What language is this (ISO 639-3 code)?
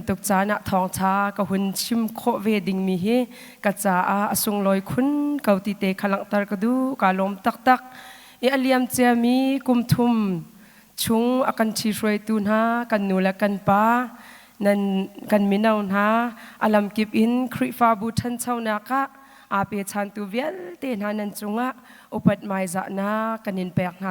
cnh